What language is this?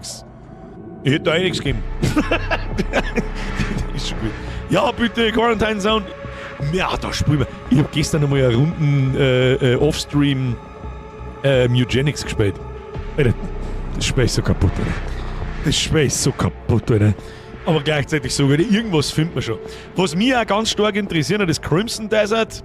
Bavarian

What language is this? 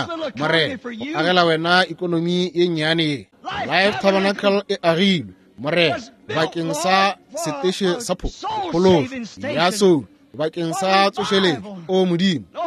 Northern Sotho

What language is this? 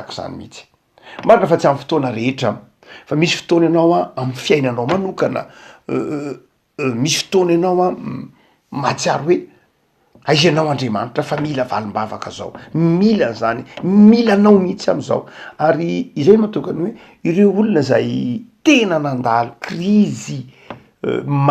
Malagasy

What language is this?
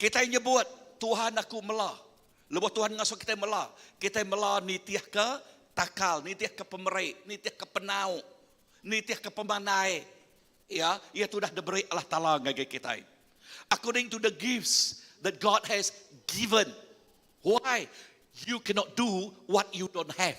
Iban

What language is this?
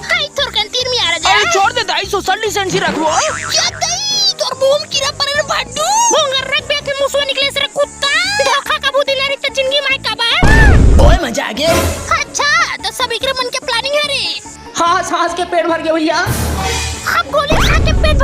Chhattisgarhi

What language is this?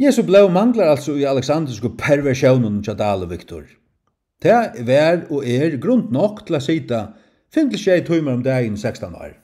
Faroese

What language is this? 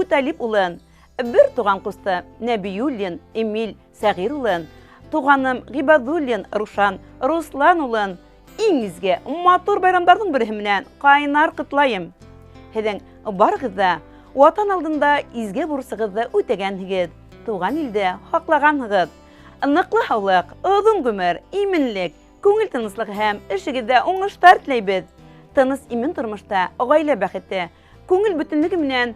Bashkir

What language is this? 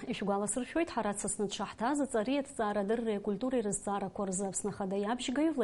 Abkhazian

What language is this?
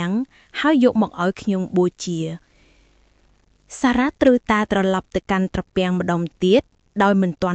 Khmer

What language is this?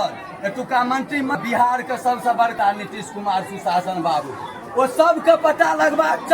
Maithili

